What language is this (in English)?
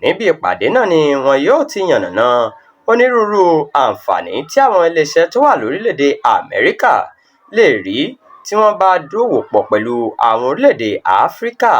Yoruba